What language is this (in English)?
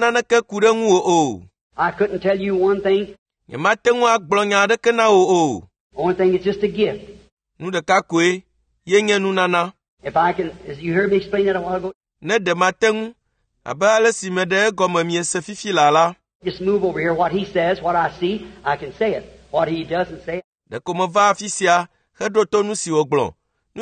Ewe